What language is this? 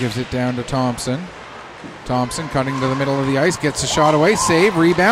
English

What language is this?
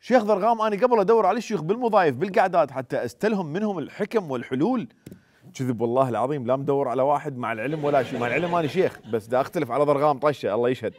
Mesopotamian Arabic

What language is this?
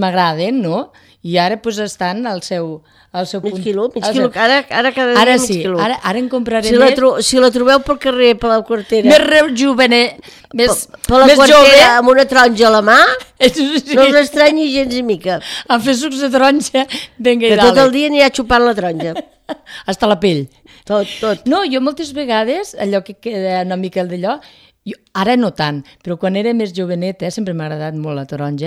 Catalan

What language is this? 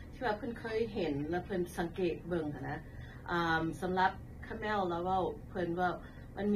Lao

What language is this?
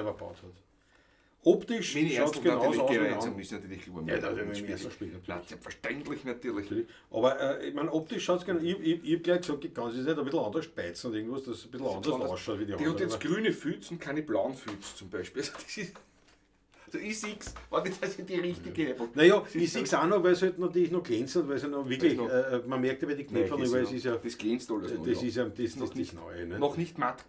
Bavarian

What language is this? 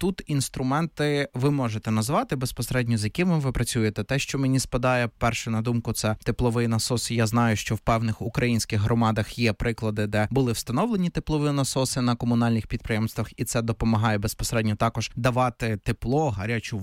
Ukrainian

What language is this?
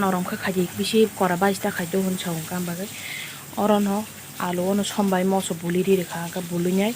Kok Borok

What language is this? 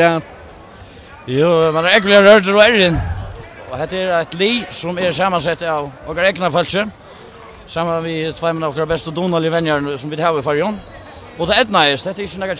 Faroese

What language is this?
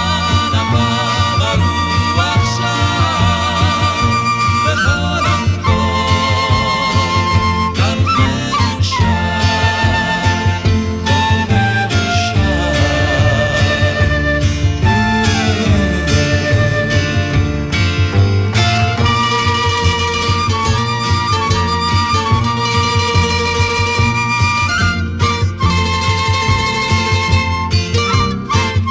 Hebrew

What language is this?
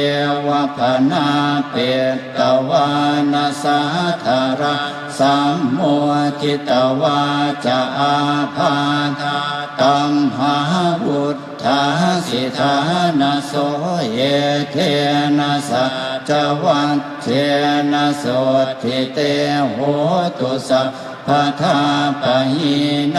Pali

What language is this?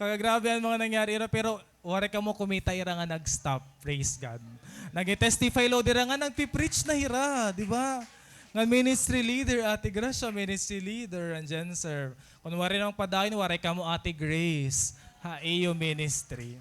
Waray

